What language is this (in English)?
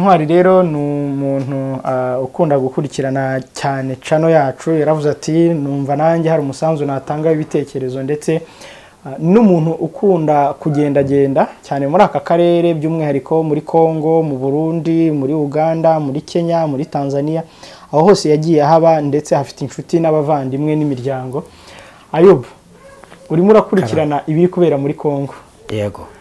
Kinyarwanda